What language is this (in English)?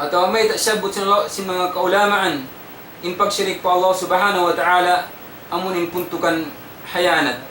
Tausug